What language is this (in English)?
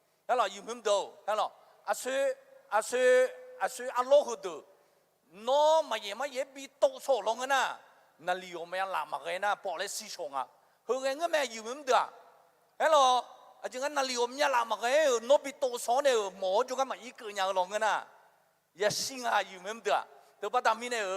Akha